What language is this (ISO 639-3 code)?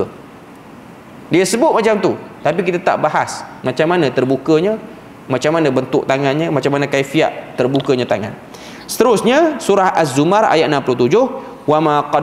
msa